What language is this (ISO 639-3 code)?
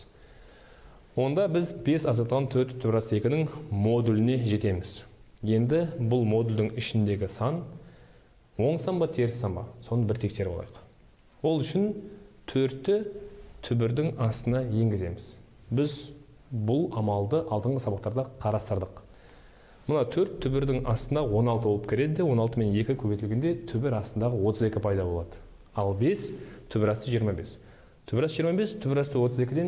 kaz